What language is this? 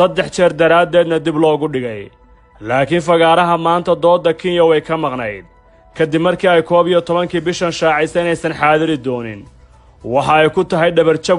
Somali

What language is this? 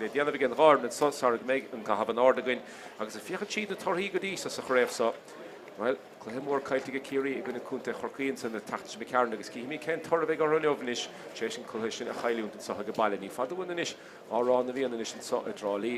Irish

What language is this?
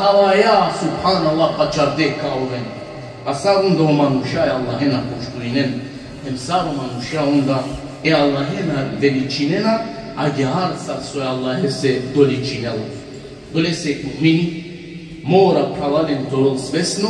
Balkan Romani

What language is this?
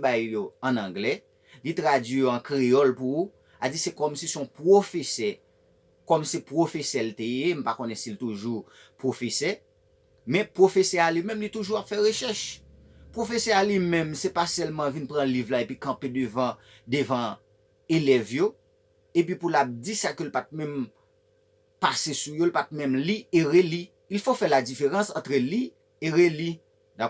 Haitian Creole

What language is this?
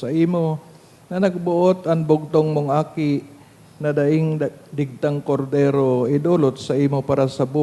Bikol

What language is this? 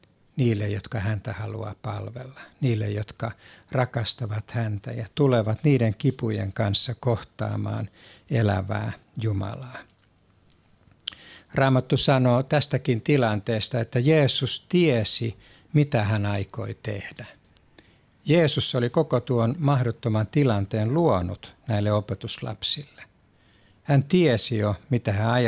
Finnish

